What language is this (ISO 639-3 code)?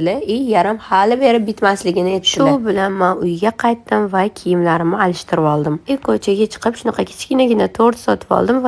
uzb